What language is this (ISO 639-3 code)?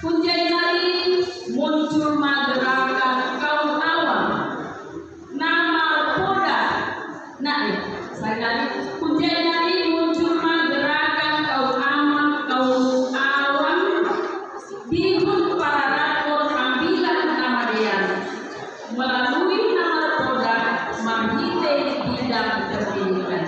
bts